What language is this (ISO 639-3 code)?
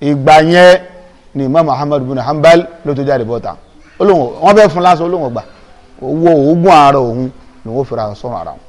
yor